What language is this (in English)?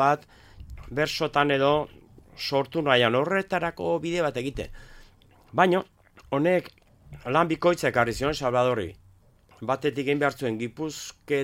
Basque